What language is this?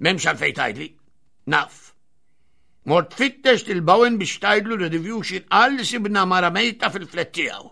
Maltese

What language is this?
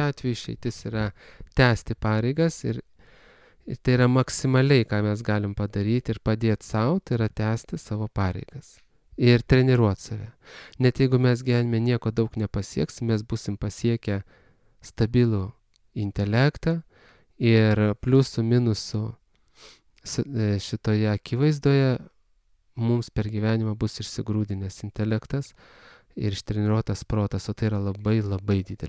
Lithuanian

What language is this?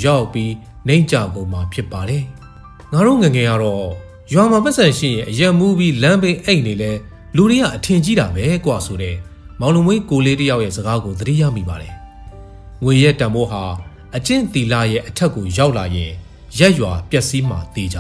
Burmese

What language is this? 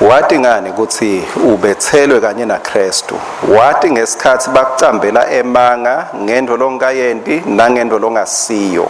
Swati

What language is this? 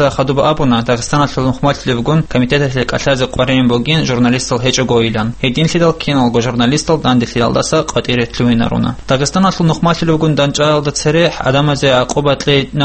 Avaric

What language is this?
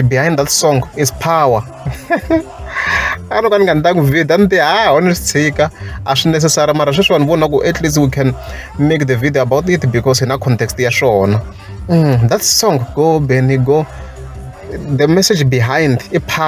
Tsonga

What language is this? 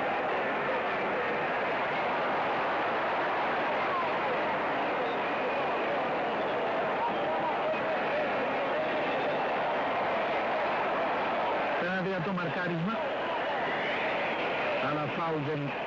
Greek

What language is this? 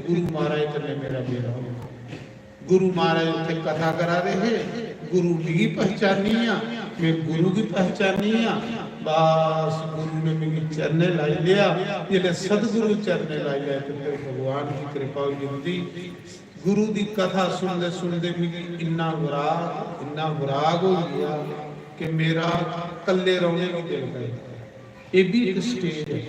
Dogri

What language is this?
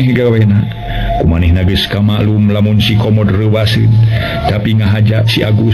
Sundanese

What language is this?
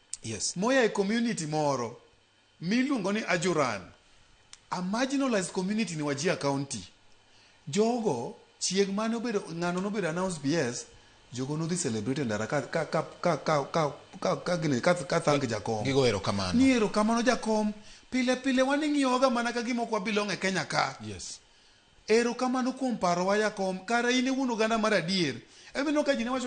Luo (Kenya and Tanzania)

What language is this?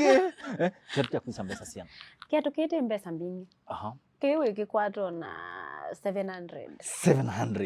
Kamba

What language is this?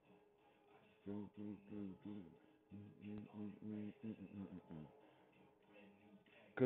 English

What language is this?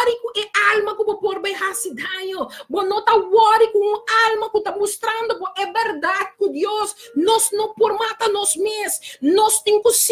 Papiamento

